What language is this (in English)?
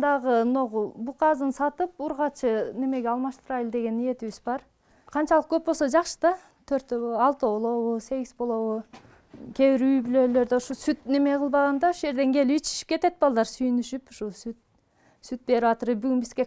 Kyrgyz